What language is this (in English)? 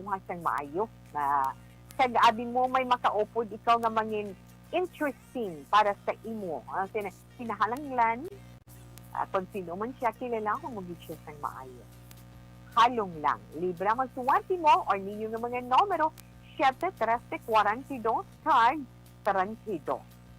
Hiligaynon